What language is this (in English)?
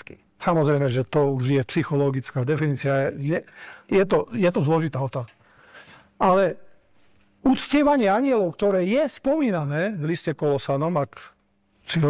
Slovak